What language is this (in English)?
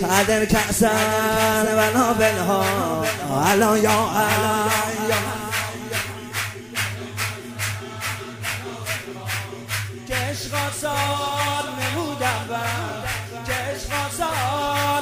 Persian